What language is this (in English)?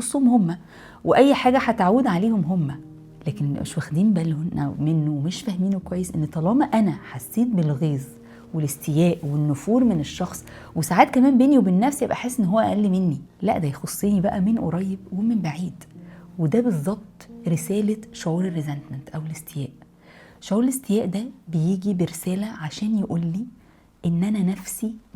Egyptian Arabic